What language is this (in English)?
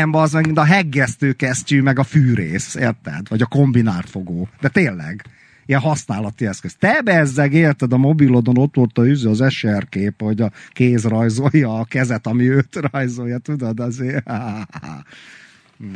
Hungarian